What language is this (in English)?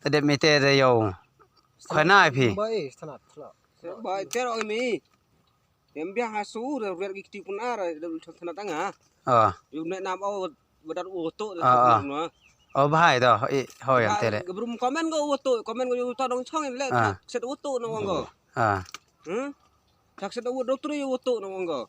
Khasi